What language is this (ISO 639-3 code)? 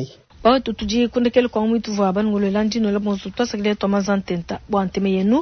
lua